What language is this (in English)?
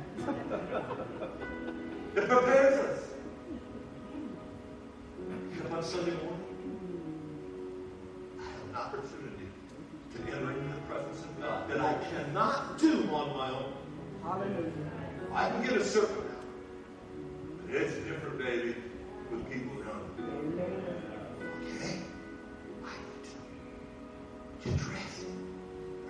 English